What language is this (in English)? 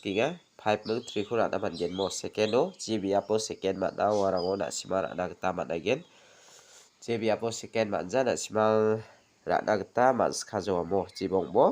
Garo